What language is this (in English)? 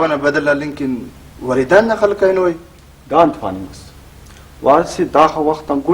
Brahui